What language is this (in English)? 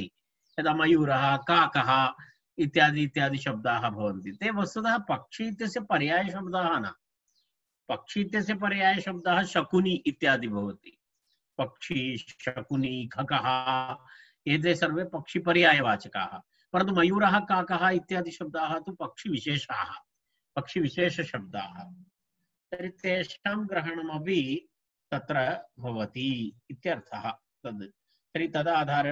Sanskrit